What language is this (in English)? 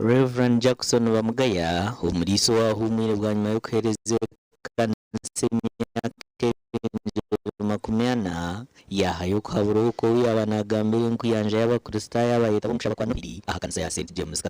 Nyankole